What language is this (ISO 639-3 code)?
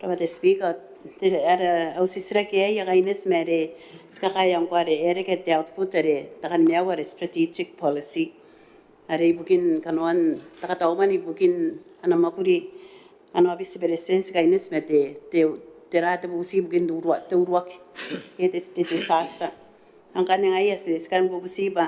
gil